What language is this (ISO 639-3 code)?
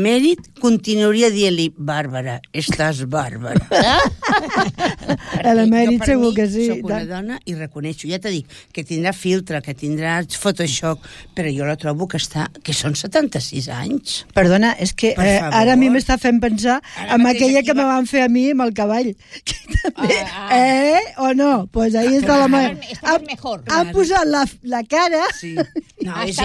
cat